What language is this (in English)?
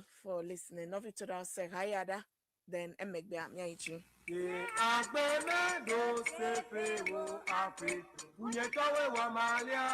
Ewe